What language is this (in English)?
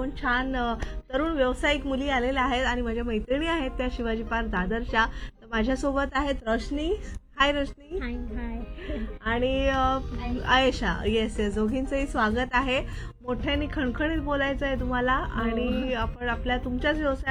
Marathi